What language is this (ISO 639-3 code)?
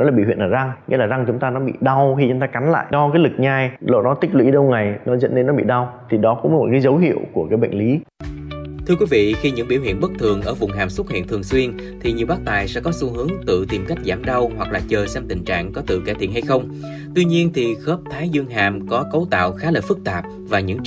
vie